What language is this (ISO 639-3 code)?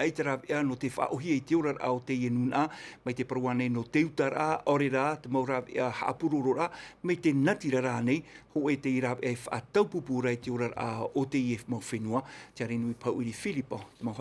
tah